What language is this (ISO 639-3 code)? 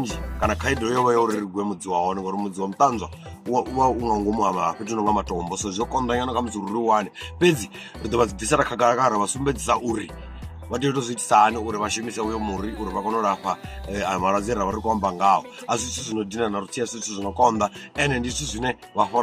ven